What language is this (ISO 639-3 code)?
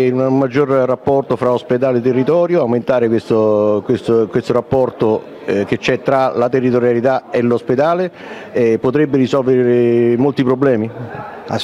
ita